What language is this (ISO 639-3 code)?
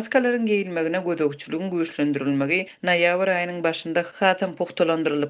tuk